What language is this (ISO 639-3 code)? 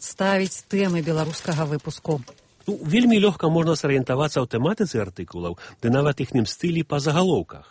bel